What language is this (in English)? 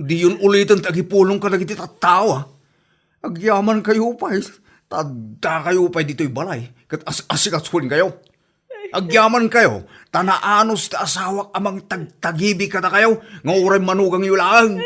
Iloko